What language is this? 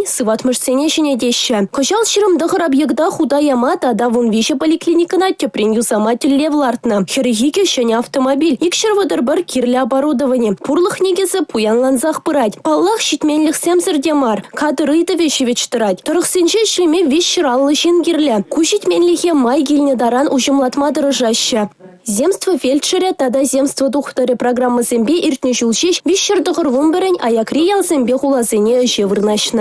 Chuvash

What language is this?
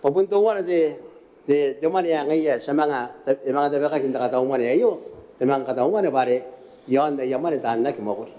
Gilbertese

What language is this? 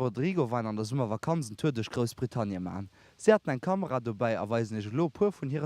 Luxembourgish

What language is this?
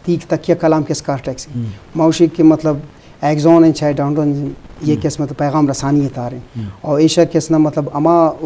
Eastern Balochi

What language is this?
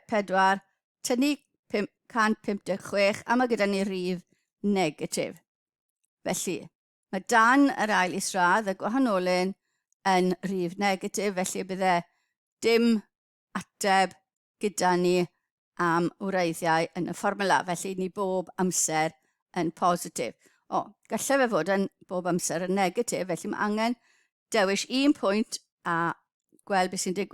Welsh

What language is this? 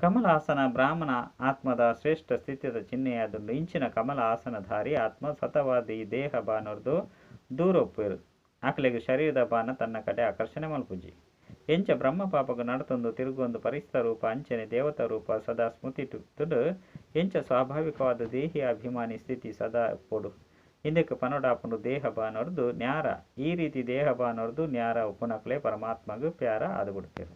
Tulu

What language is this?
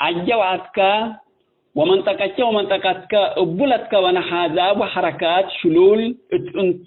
Tigre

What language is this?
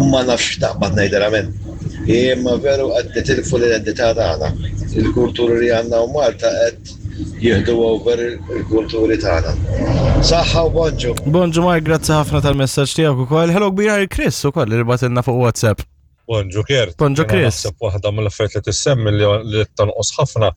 Maltese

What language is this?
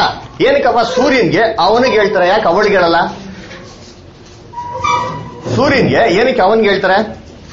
Kannada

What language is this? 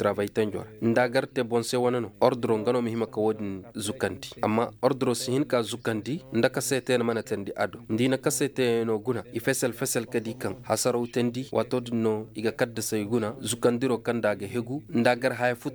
Koyraboro Senni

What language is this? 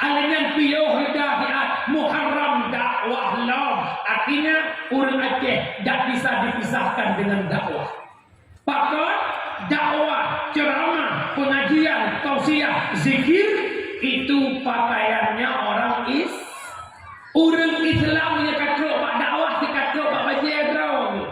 Achinese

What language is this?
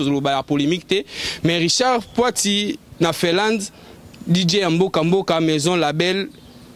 Lingala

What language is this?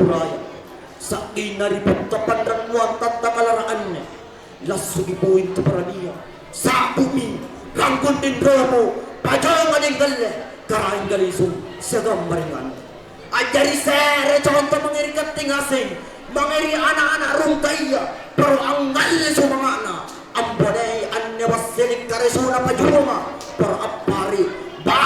Makasar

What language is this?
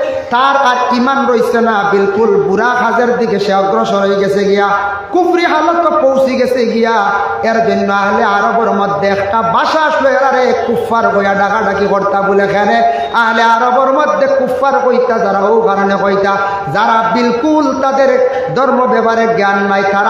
Sylheti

